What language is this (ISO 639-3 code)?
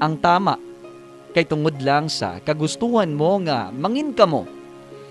hil